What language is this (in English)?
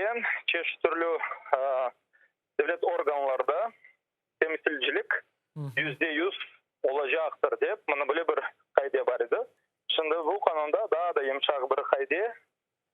Crimean Tatar